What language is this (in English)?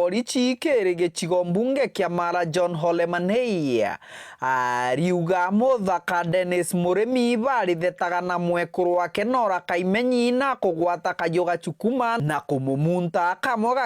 Meru